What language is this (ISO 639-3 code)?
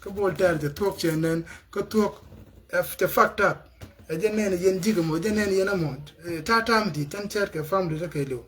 nus